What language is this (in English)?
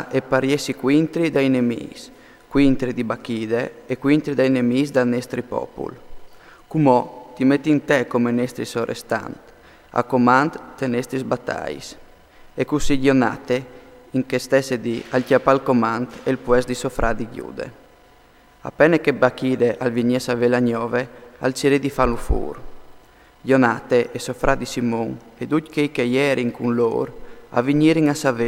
Friulian